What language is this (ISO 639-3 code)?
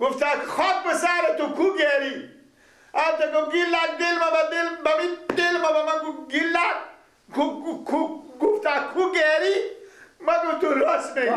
fas